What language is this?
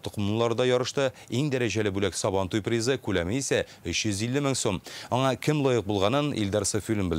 Tatar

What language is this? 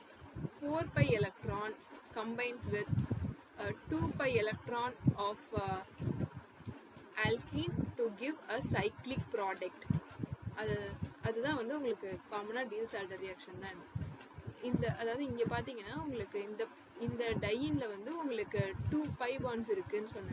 Tamil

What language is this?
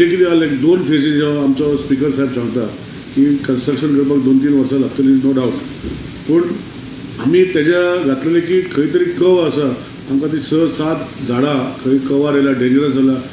Konkani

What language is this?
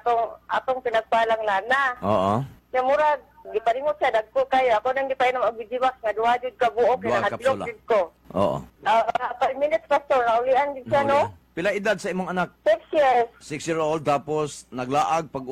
Cebuano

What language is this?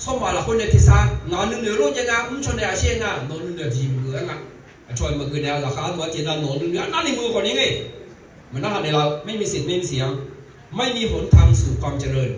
Akha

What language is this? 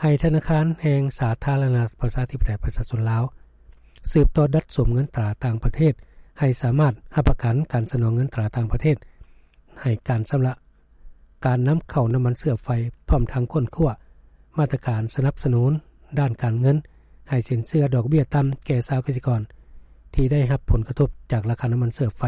Lao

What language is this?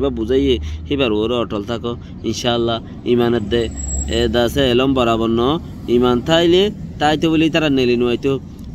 Rohingya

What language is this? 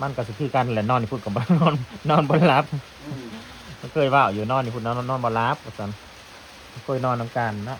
Northeastern Thai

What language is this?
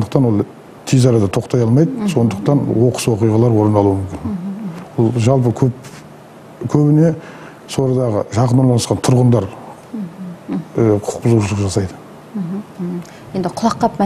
Kazakh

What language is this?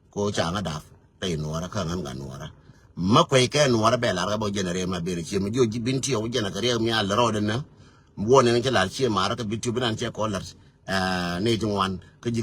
Nuer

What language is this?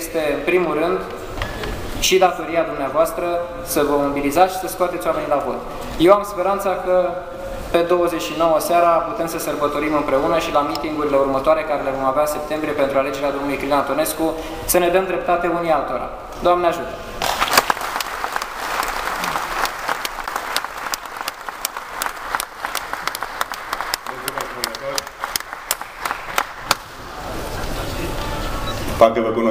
Romanian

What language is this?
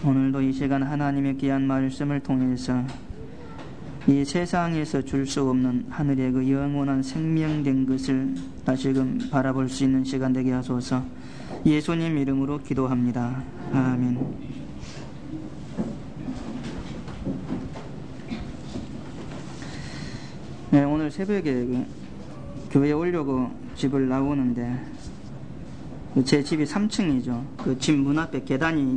Korean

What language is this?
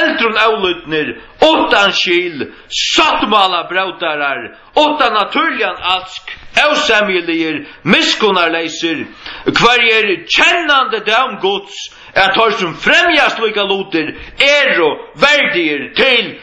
Faroese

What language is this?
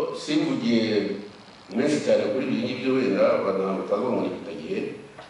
Kinyarwanda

